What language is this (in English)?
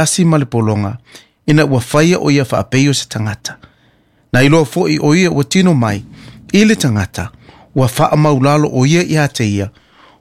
Samoan